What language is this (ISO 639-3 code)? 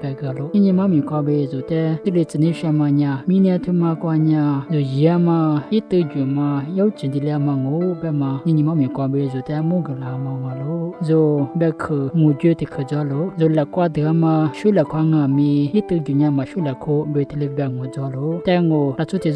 lis